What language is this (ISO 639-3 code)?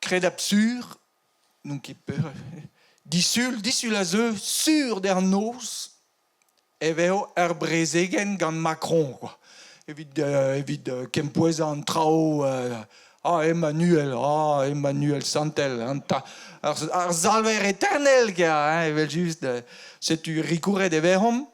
bre